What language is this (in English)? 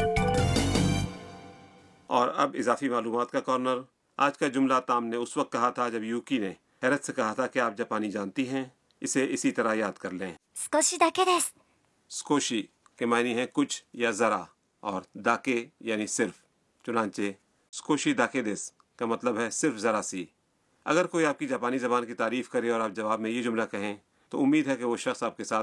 Urdu